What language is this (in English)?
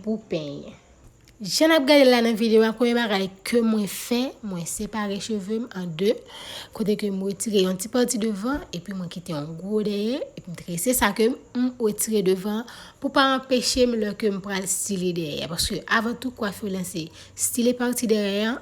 Haitian Creole